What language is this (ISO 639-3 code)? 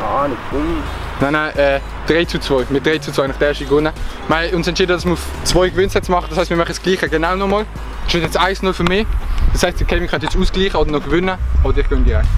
gsw